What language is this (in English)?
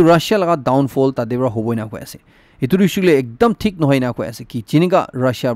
Naga Pidgin